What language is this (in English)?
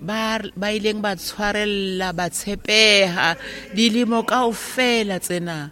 Southern Sotho